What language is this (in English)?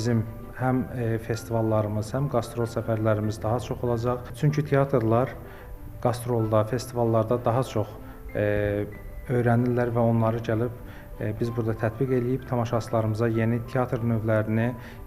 Azerbaijani